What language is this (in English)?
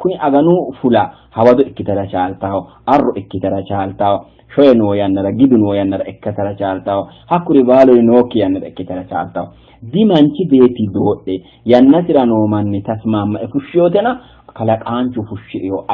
Sidamo